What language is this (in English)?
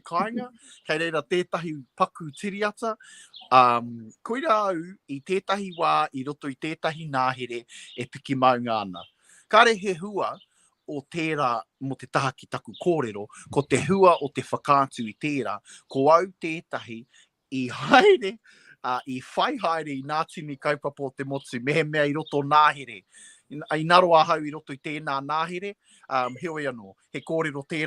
Māori